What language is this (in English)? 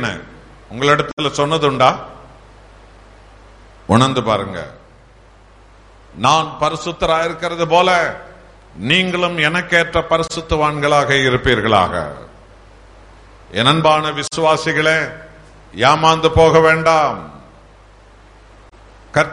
Tamil